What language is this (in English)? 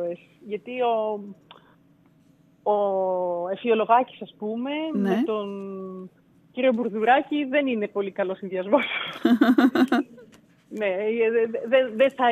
Greek